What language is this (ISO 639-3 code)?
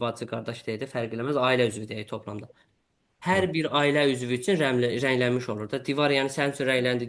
aze